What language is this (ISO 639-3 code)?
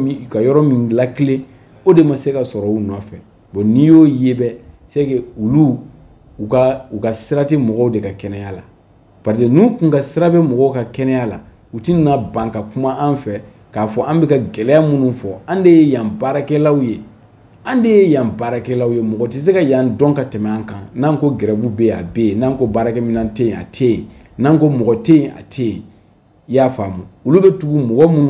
bam